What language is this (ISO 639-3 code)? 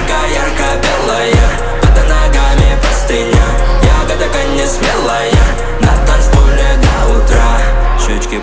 rus